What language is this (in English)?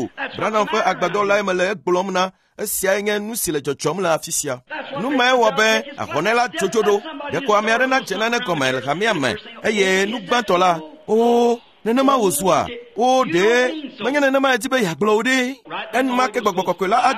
Ewe